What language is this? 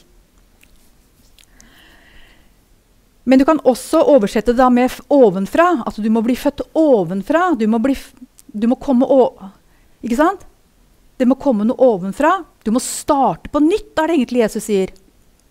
Norwegian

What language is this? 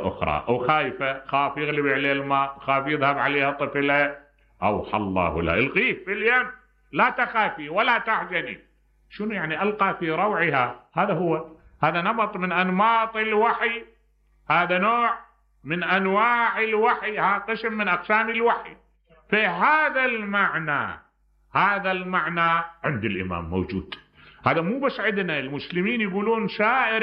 Mesopotamian Arabic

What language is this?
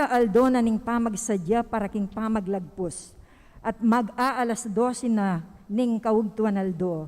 Pampanga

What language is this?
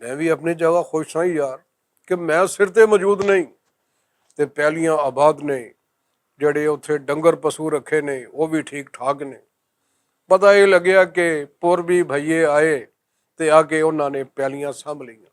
Western Panjabi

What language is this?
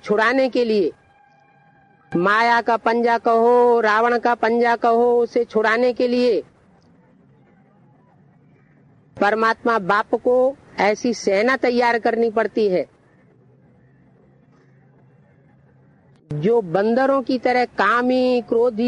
Hindi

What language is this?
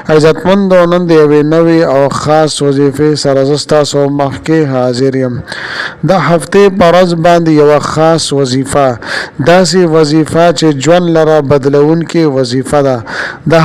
Pashto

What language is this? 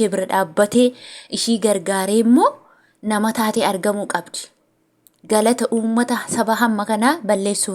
Oromo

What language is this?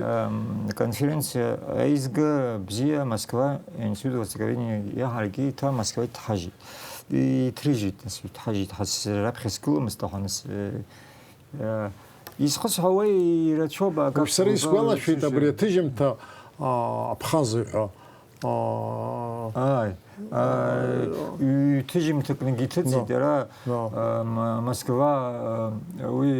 Abkhazian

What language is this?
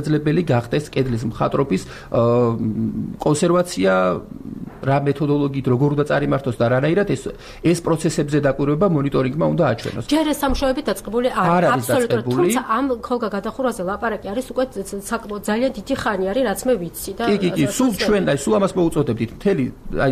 Georgian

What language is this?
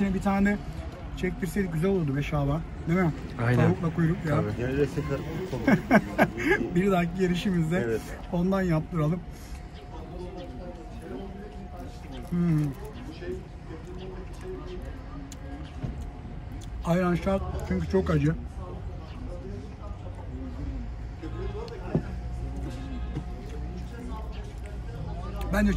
Turkish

